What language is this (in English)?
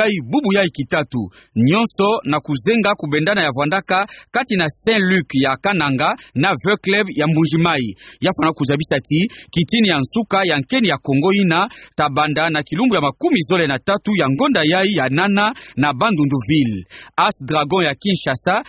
Kituba (Democratic Republic of Congo)